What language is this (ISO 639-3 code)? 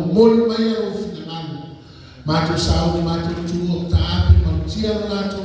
smo